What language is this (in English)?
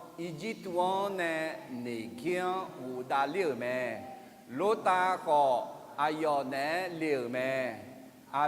Akha